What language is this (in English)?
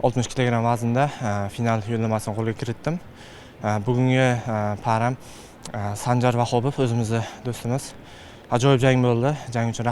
Uzbek